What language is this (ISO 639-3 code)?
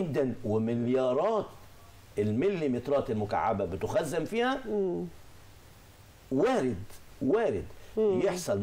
arz